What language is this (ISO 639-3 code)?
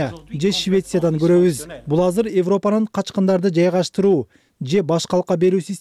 kir